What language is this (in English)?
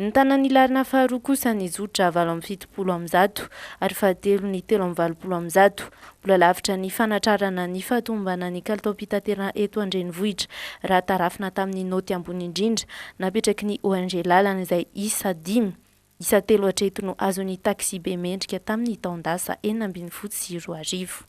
Malagasy